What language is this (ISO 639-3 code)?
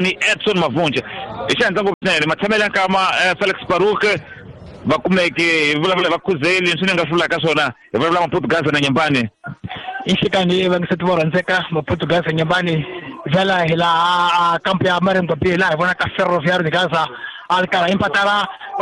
tso